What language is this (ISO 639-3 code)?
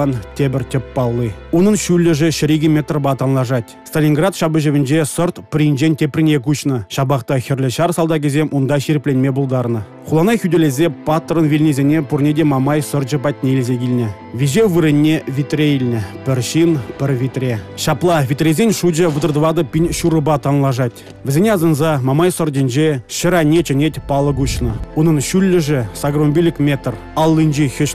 chv